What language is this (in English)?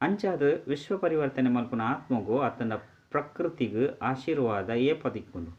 Tulu